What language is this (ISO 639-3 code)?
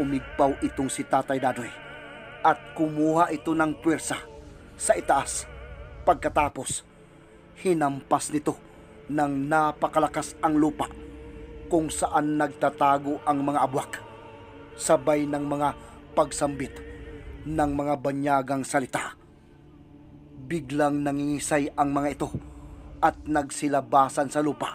fil